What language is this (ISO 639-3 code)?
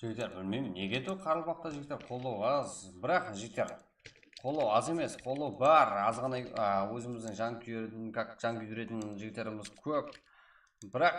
kaa